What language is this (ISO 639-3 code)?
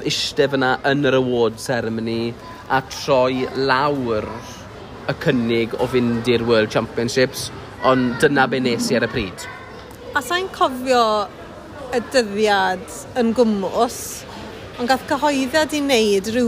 cym